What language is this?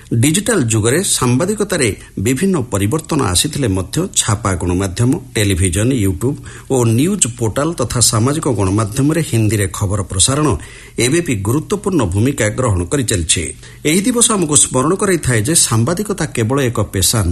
Odia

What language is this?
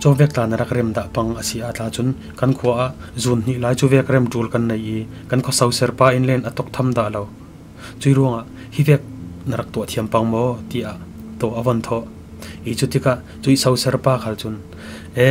Falam Chin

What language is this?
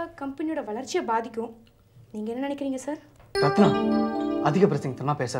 Tamil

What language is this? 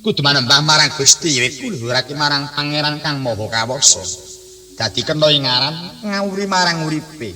Javanese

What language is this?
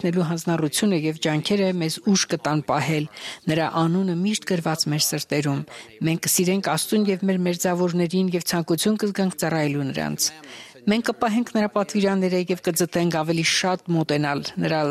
Armenian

